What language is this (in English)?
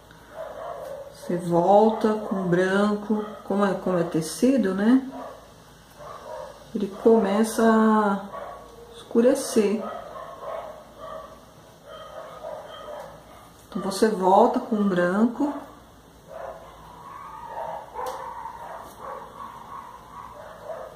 Portuguese